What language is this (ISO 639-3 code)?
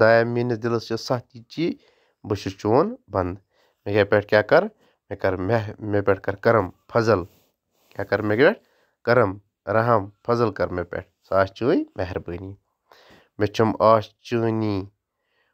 kas